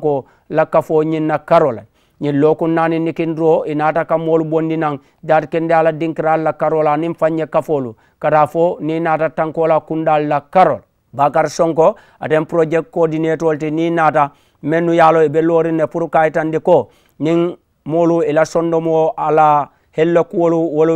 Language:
Mandingo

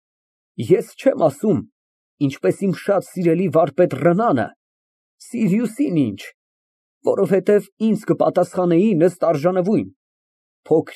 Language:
Armenian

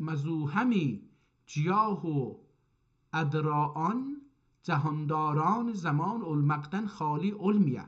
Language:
South Azerbaijani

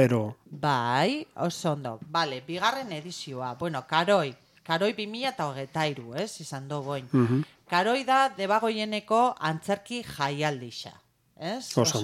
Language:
Basque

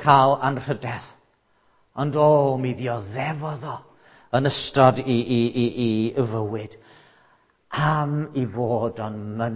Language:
Welsh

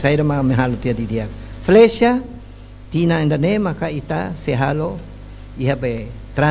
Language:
Tetum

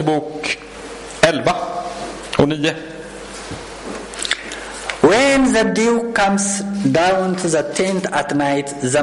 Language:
Swedish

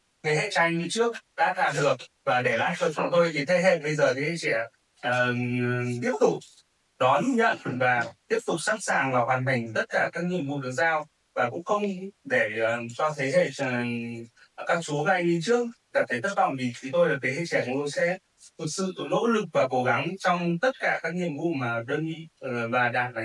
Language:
Vietnamese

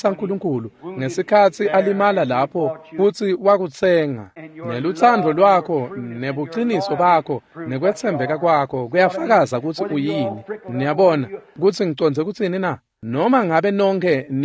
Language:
Swati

